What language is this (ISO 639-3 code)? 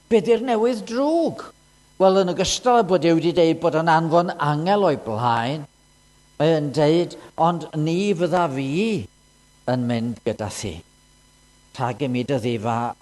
cym